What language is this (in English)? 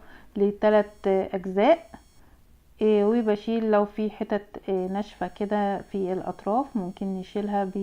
Egyptian Arabic